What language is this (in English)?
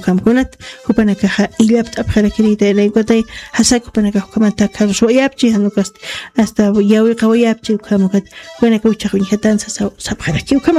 Aymara